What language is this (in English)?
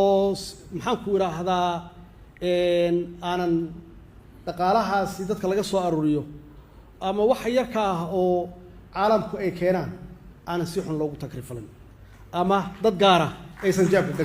Somali